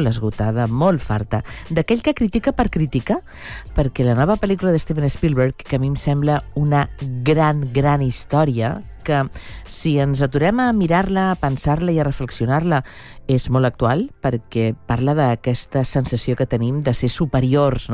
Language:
Catalan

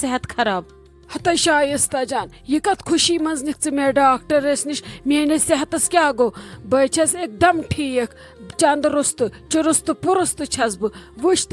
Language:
Kashmiri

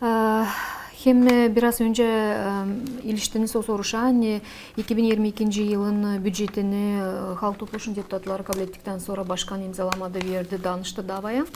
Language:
Gagauz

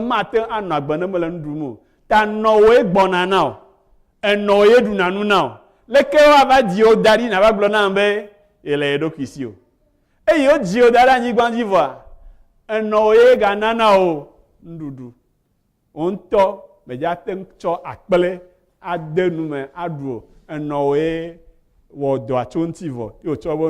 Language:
Ewe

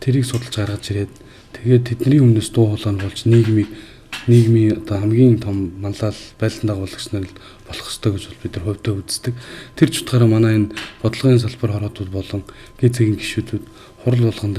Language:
Mongolian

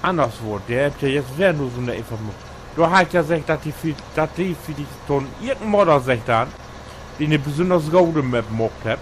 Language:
Low German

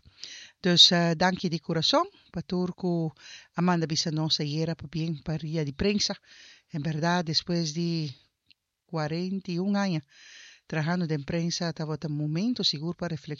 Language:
Papiamento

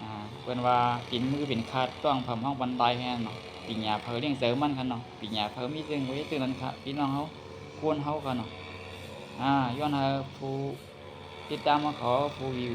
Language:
Shan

